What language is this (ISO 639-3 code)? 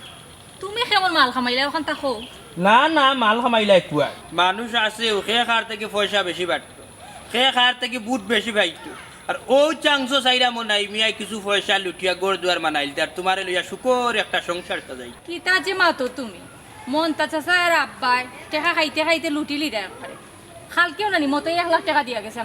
syl